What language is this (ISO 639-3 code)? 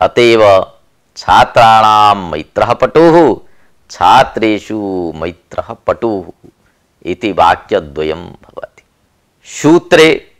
san